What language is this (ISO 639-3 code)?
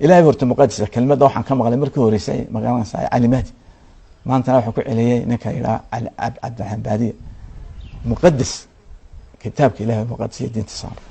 som